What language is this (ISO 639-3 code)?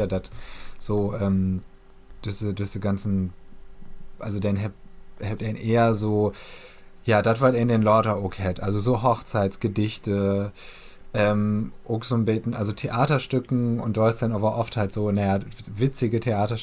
nds